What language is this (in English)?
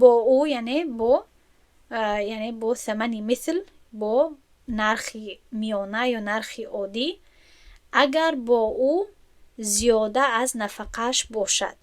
Tajik